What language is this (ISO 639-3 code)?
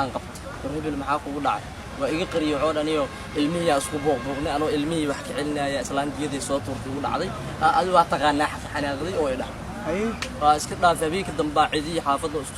som